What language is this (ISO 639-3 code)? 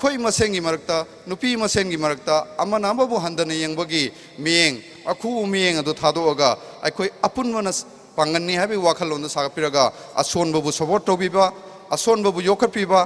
mni